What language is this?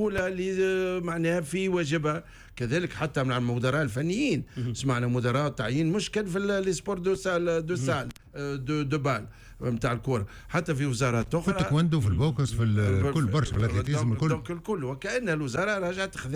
Tunisian Arabic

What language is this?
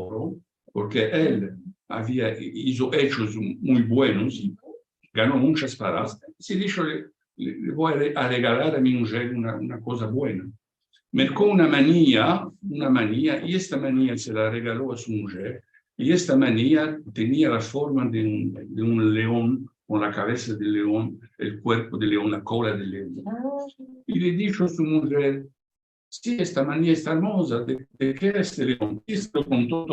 Ladino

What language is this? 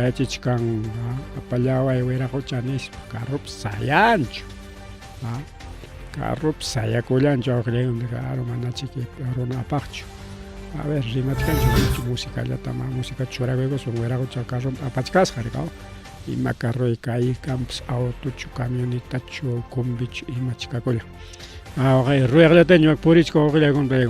Ayacucho Quechua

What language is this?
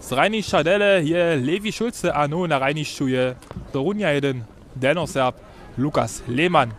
Upper Sorbian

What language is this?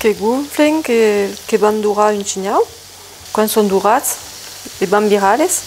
Occitan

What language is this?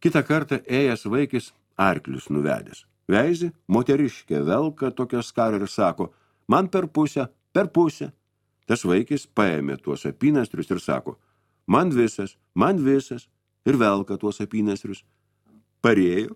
Lithuanian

